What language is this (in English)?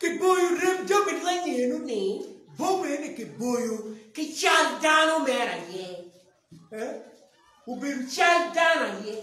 Acoli